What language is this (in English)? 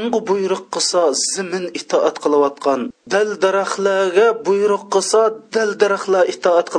Uyghur